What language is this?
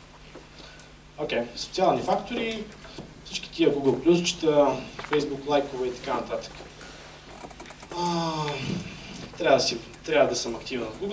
Bulgarian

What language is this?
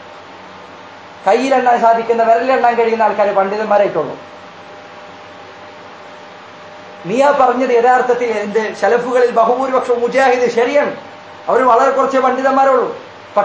Malayalam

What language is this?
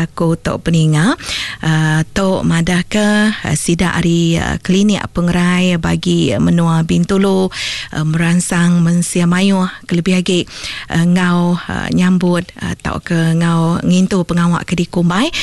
Iban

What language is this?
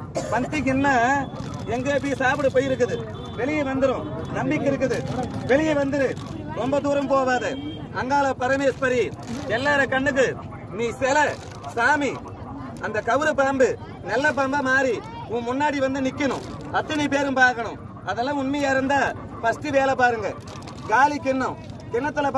Tamil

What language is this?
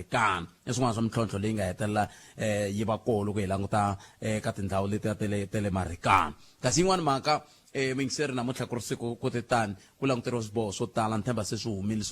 Tsonga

